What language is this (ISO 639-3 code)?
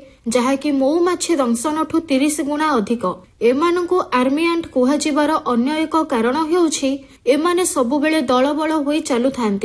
ori